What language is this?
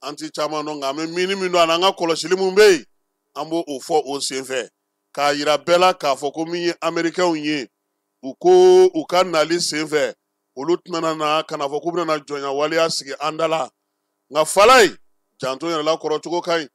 Bambara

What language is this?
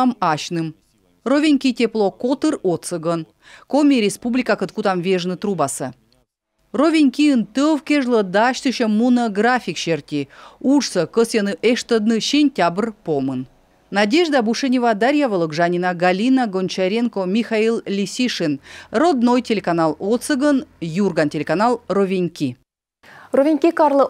Komi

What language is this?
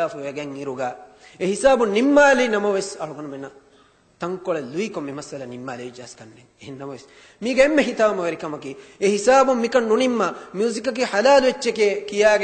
Divehi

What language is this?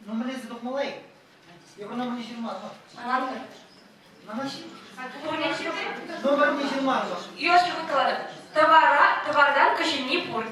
Chuvash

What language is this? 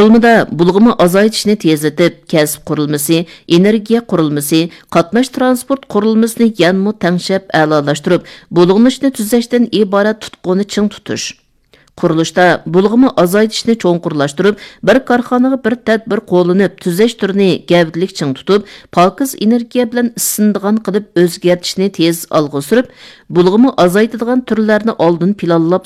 Uyghur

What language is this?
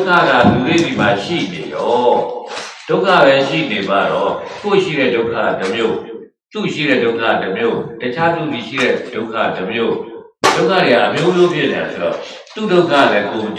Burmese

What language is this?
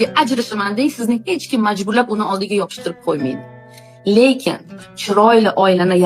Uzbek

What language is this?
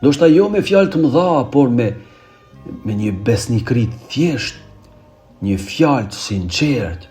Albanian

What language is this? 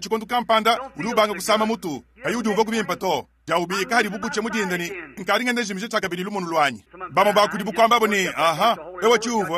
Luba-Lulua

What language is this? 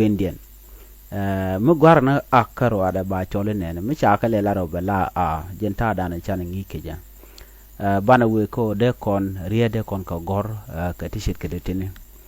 Nuer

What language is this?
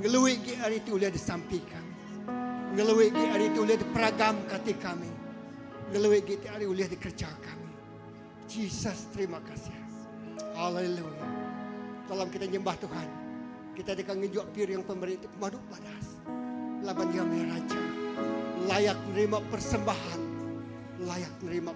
Iban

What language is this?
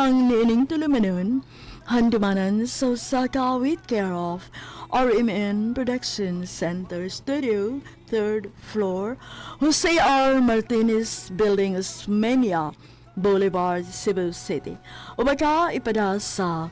Cebuano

